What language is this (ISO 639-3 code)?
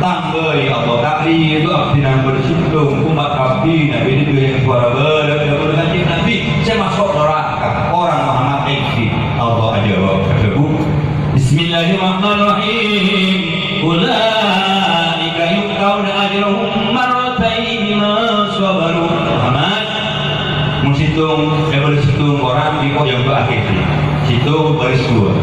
mad